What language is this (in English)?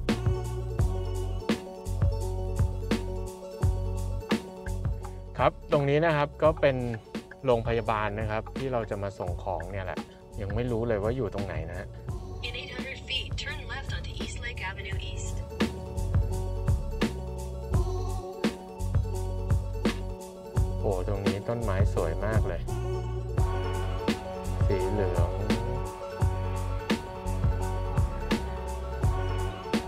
Thai